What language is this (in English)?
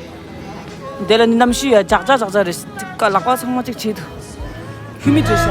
Tibetan